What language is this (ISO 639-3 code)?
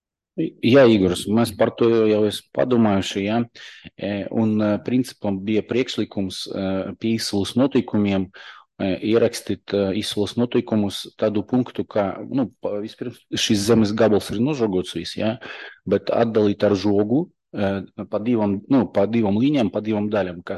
lav